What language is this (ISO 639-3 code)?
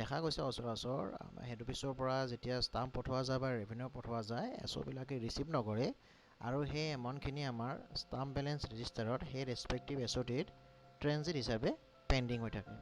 asm